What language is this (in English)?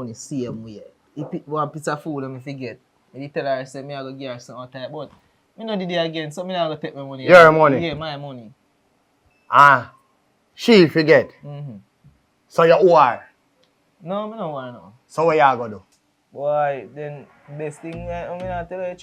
Jamaican Creole English